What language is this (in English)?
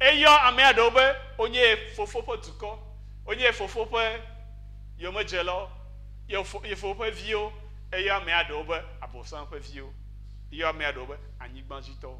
Ewe